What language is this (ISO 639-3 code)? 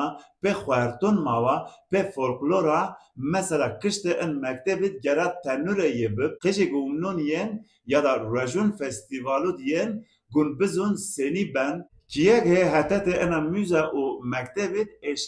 zza